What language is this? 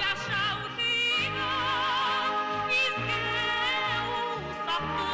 Bashkir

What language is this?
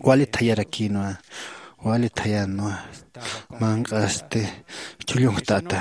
Aymara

